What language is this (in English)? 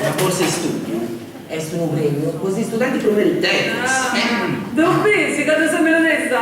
Sardinian